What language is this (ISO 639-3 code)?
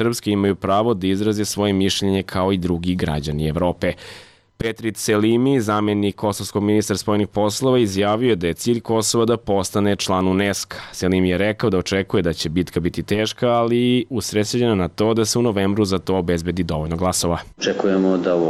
srp